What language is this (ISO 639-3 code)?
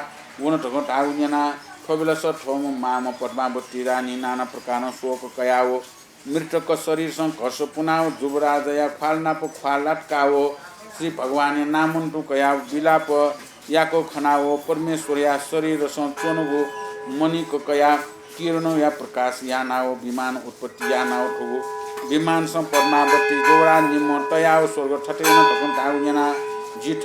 new